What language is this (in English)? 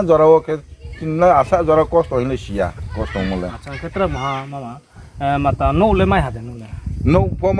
Riang (India)